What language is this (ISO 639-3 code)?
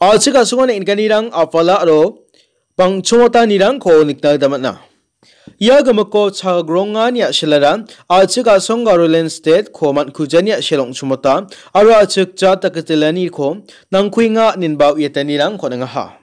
grt